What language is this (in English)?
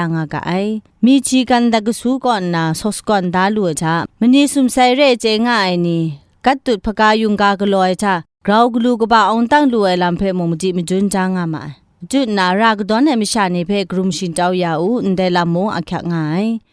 Kachin